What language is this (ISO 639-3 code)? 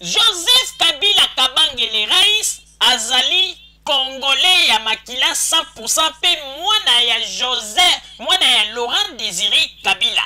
lin